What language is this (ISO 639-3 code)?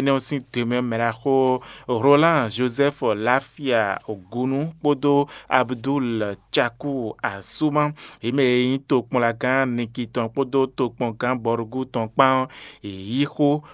fon